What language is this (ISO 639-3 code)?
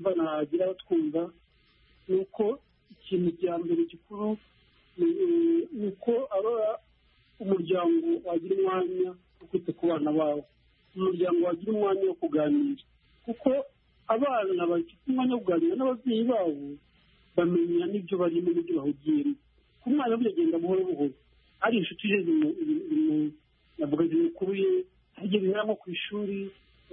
kin